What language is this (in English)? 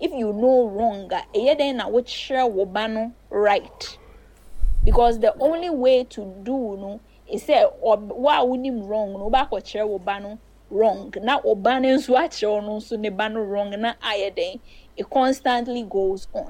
Akan